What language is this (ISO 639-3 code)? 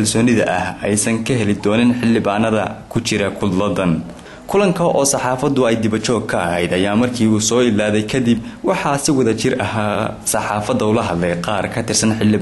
som